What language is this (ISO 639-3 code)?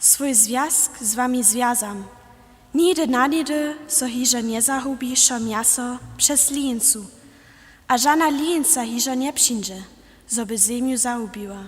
hsb